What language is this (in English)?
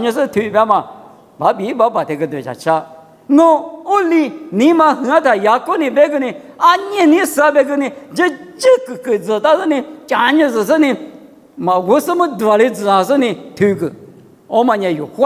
Lisu